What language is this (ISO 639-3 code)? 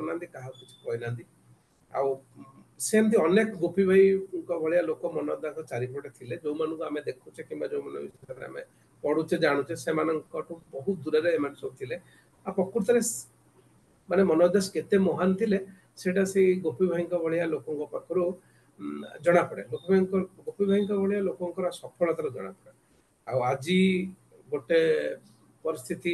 ori